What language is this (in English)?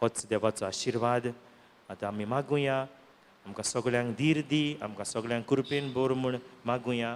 Konkani